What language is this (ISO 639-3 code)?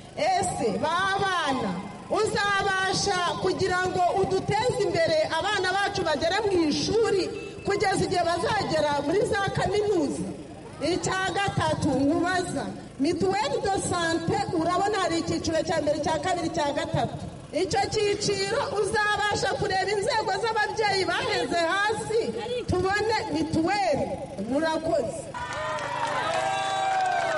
kin